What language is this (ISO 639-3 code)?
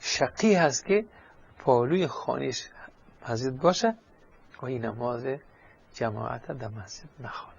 fas